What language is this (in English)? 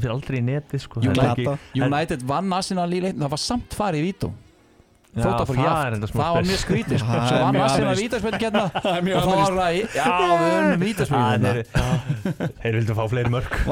Icelandic